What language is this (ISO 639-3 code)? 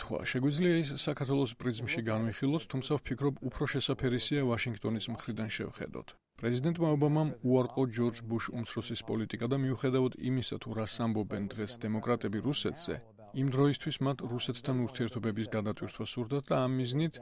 kat